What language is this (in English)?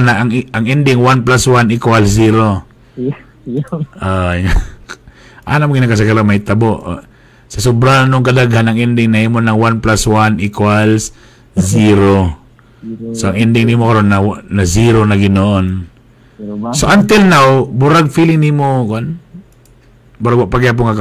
Cebuano